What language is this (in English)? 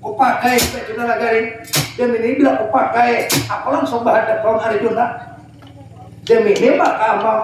Banjar